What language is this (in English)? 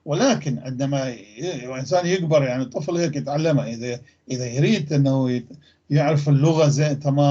North Levantine Arabic